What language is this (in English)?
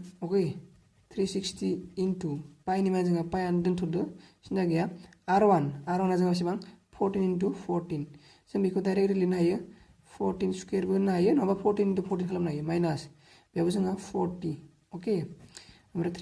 Bodo